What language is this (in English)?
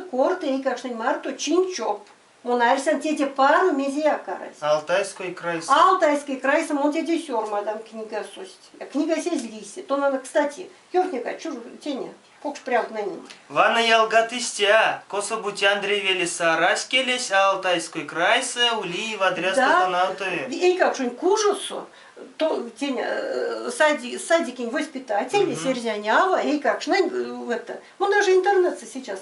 Erzya